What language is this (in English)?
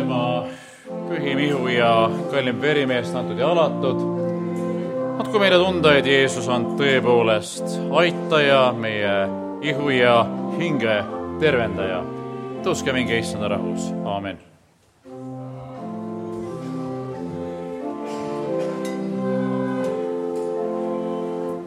Estonian